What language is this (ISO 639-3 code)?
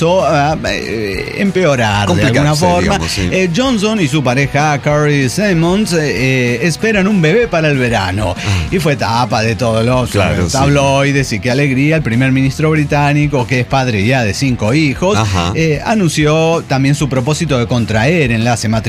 spa